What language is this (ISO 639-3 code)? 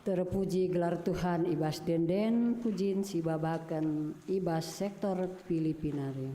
btx